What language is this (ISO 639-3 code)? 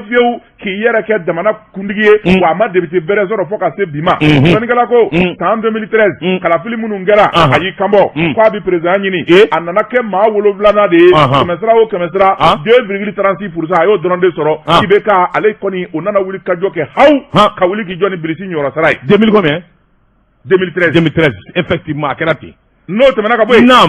bam